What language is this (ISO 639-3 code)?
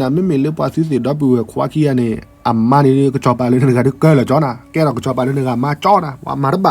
ksw